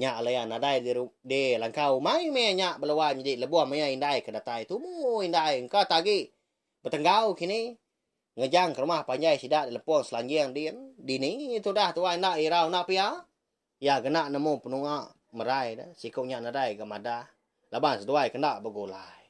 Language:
Iban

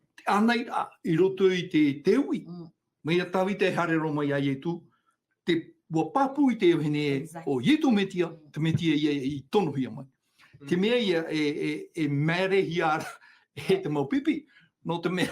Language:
Tahitian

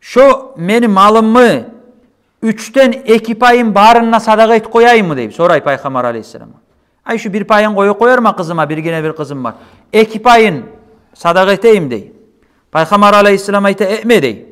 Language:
Kumyk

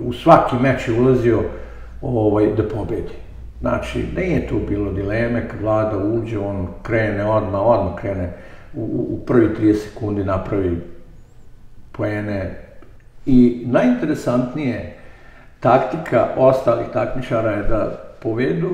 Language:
Serbian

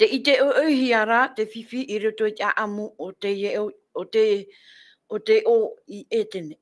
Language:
Tahitian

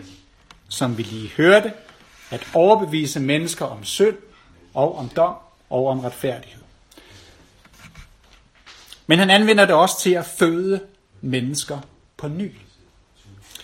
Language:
Danish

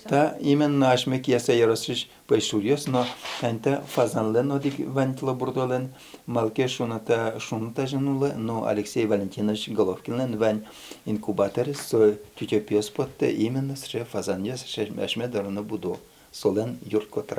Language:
Udmurt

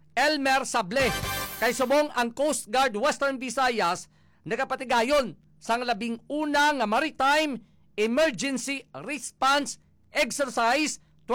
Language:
Hiligaynon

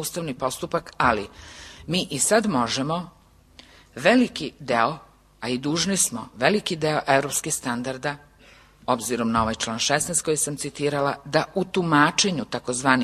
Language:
Serbian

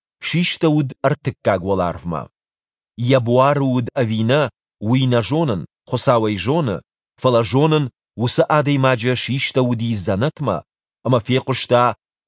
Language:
Ossetic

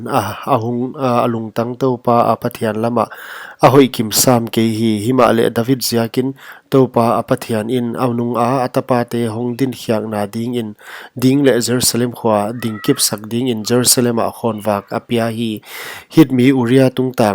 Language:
Paite Chin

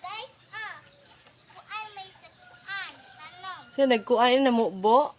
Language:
Cebuano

